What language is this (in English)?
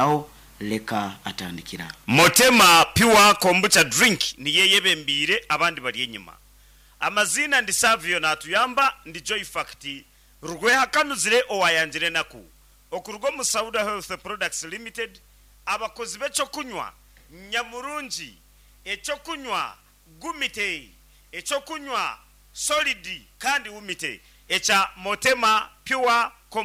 Nyankole